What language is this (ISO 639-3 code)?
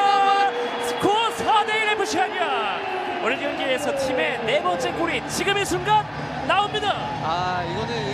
kor